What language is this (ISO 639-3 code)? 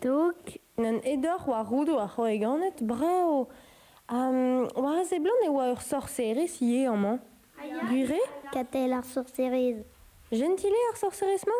bre